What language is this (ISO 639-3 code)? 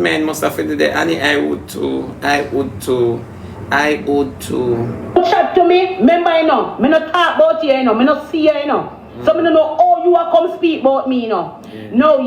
jam